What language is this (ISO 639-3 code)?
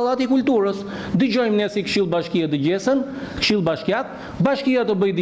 sqi